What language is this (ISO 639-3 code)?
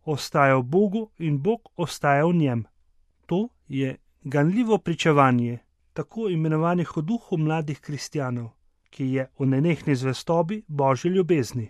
slv